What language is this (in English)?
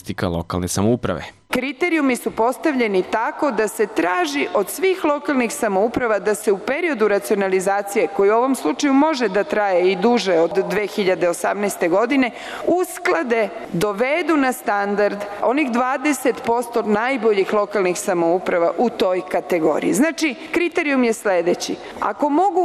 Serbian